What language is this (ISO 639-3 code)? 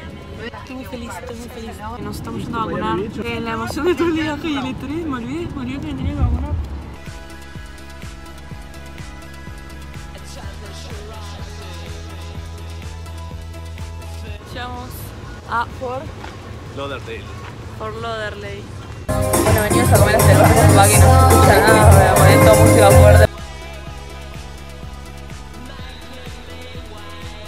spa